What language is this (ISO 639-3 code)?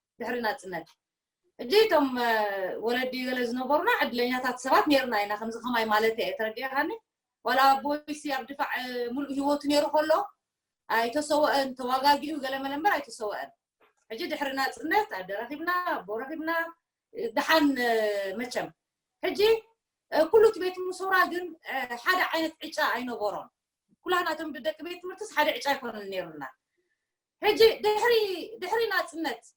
tir